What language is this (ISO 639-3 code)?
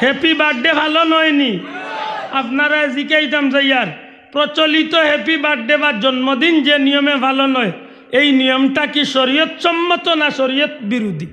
syl